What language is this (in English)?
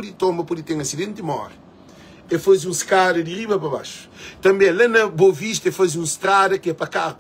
Kabuverdianu